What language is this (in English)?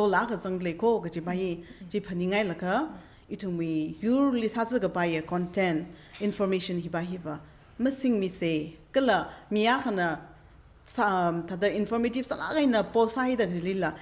Tangkhul Naga (India)